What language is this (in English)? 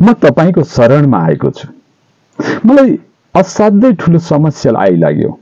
Nepali